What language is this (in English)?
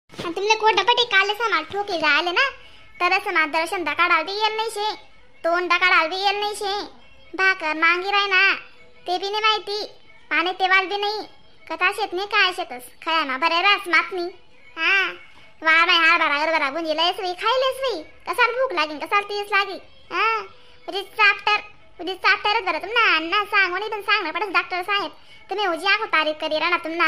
Khandesi